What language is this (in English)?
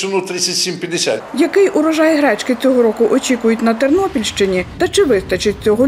Ukrainian